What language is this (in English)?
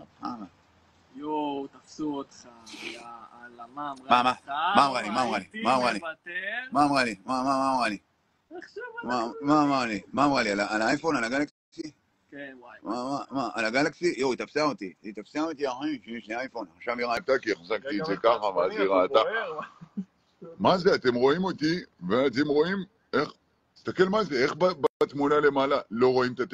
Hebrew